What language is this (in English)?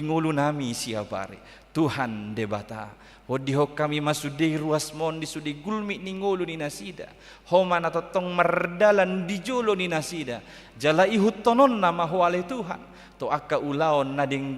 Batak Toba